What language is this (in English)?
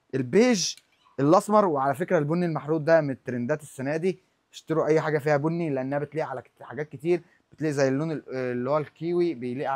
Egyptian Arabic